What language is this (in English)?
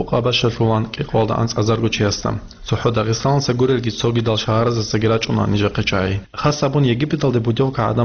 Avaric